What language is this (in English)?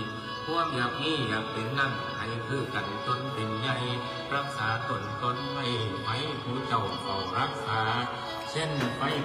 Northeastern Thai